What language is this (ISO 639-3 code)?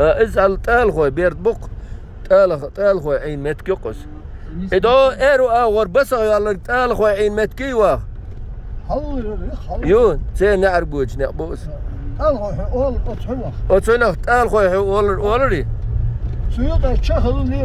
che